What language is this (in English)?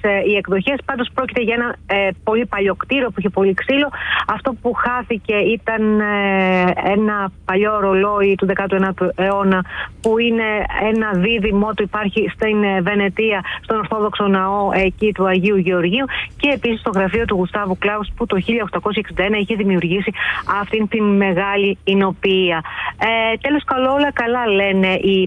Greek